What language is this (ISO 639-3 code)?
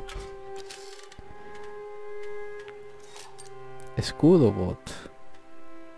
spa